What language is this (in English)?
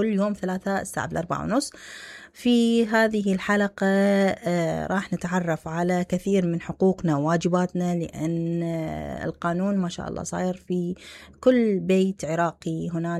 Mesopotamian Arabic